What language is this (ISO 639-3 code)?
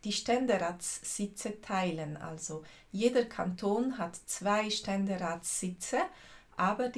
gsw